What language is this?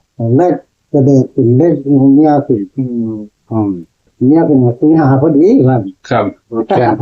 Northeastern Thai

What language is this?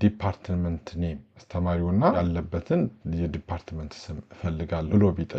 Amharic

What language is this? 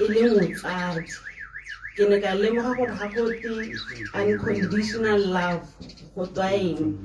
Tswana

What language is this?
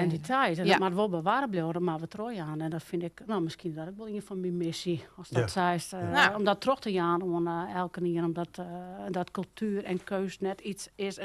Western Frisian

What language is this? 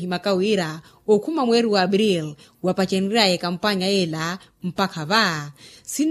Makhuwa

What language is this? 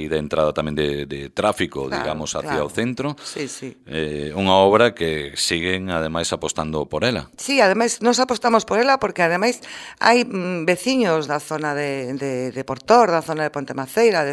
Galician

